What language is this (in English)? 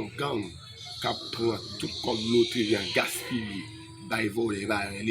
Haitian Creole